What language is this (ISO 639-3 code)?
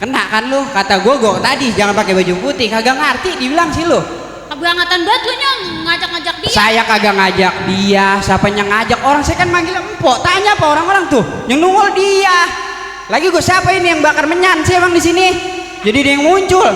bew